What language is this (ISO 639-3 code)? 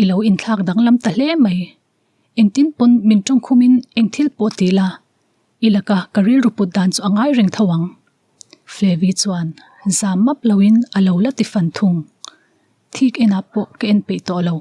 lus